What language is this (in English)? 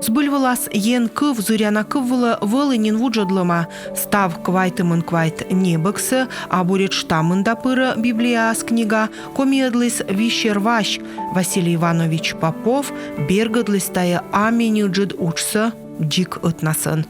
Komi